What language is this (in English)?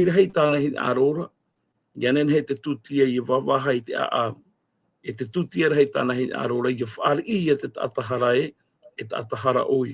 Tahitian